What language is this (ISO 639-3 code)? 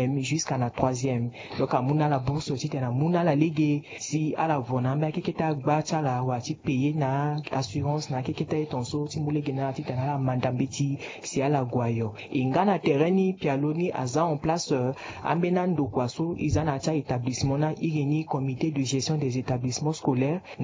sag